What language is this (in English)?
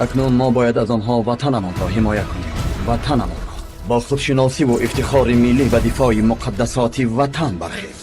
Tajik